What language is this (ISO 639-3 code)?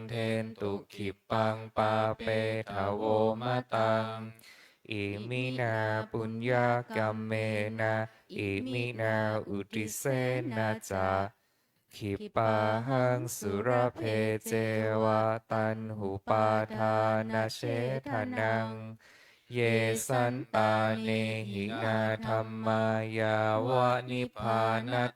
pli